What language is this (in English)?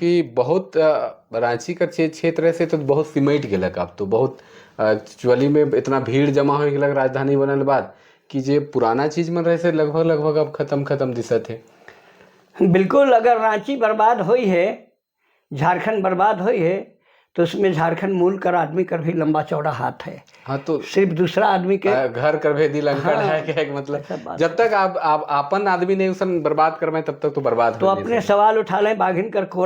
Sadri